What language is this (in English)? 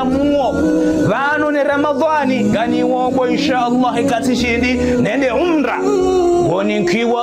Ngazidja Comorian